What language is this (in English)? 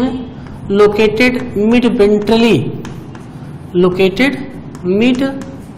Hindi